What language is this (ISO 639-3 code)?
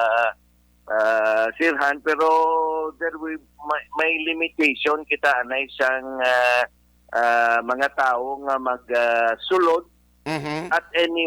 hil